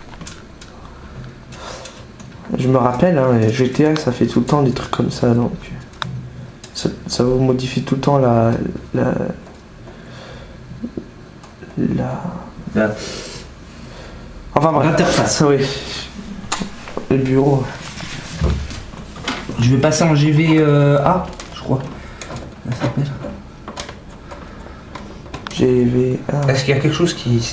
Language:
French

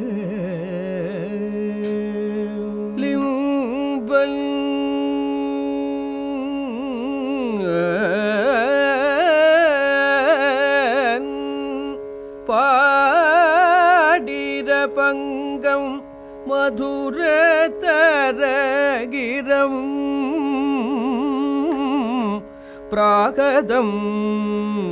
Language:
Malayalam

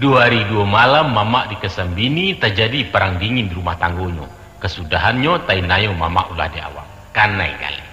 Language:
Minangkabau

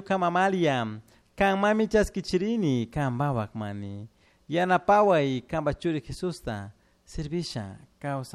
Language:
Chimborazo Highland Quichua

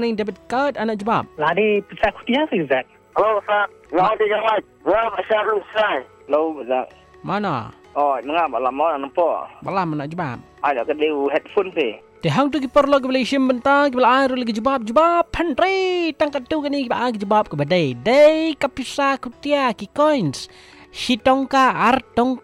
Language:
Malay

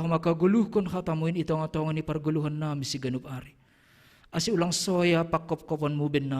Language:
Batak Simalungun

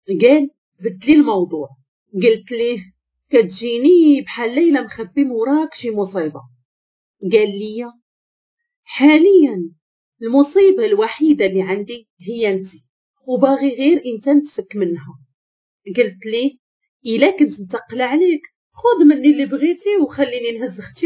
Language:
Moroccan Arabic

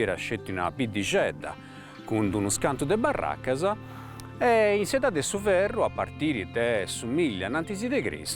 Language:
Sardinian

